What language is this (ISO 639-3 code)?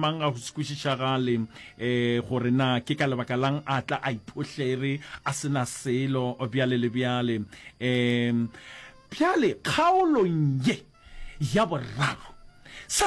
nso